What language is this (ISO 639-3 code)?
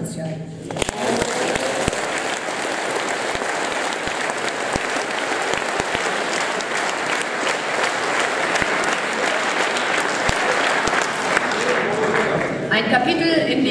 deu